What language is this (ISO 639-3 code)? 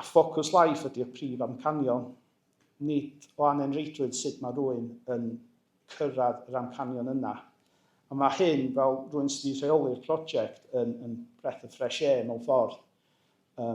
cym